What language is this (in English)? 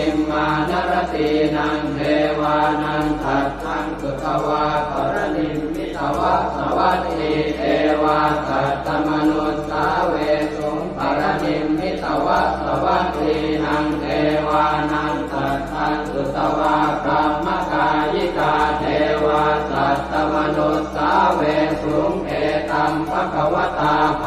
Pali